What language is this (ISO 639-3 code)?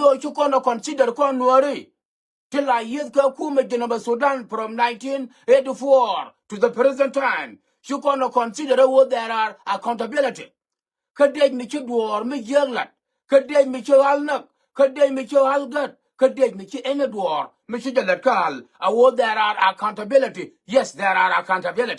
nus